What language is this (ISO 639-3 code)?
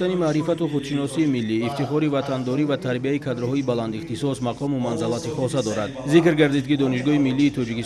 tgk